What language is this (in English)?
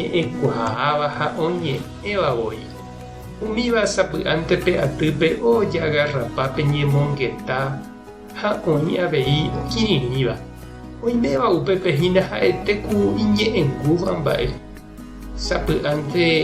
Guarani